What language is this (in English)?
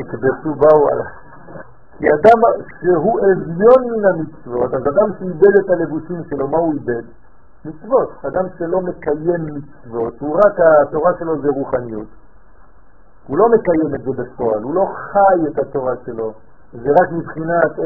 Hebrew